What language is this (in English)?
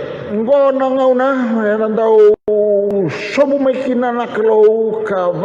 Fijian